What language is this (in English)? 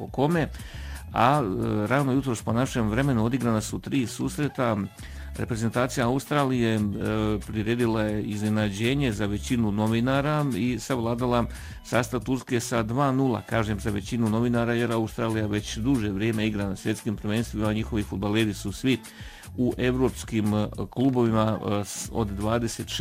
Bosnian